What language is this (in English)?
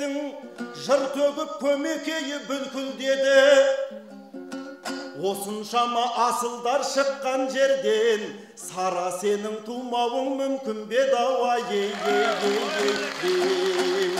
Kazakh